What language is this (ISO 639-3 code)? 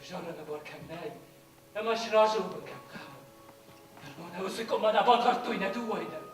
oss